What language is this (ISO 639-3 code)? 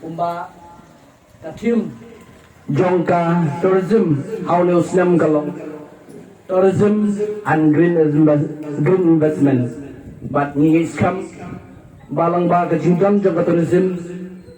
kha